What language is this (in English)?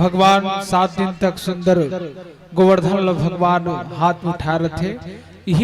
Chhattisgarhi